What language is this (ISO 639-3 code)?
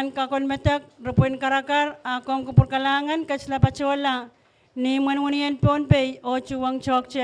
pon